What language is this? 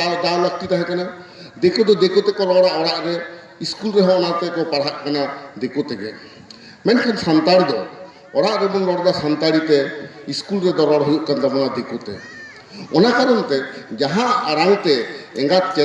Santali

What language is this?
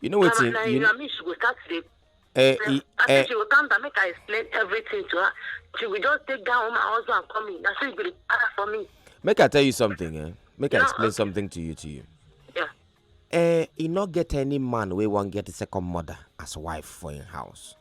Nigerian Pidgin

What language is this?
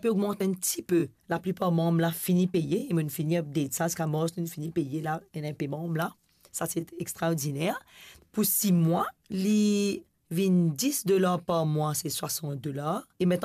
Morisyen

